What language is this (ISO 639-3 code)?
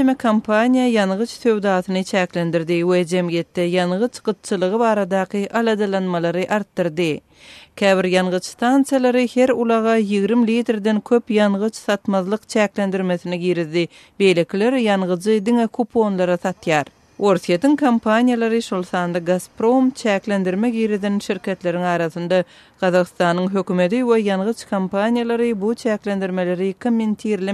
tuk